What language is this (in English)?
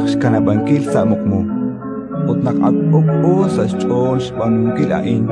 Kekchí